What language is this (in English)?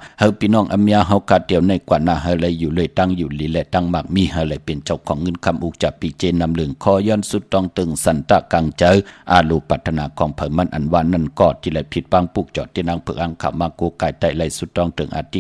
Shan